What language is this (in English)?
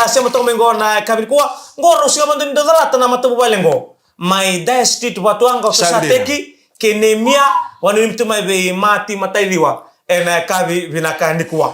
Fijian